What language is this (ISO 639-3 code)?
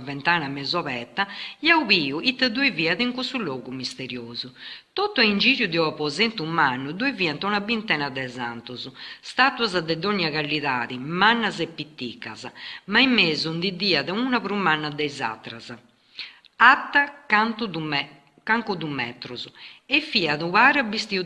srd